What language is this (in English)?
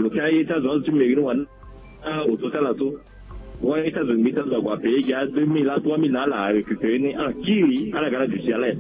Sango